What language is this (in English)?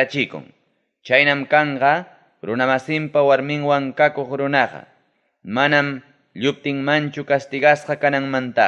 Ayacucho Quechua